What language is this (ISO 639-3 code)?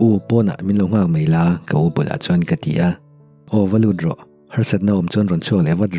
lus